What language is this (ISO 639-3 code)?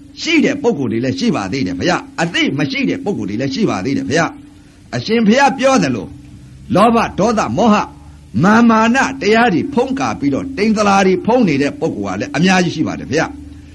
mya